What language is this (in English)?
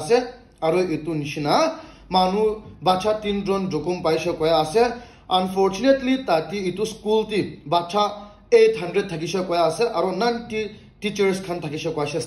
Naga Pidgin